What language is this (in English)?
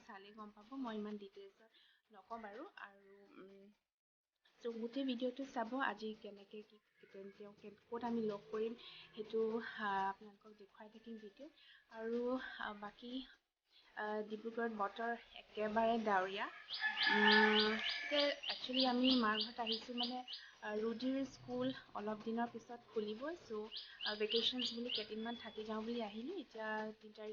Assamese